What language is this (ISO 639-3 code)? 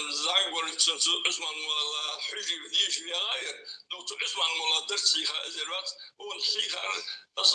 inh